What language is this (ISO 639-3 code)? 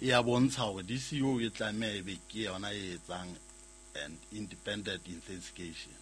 sot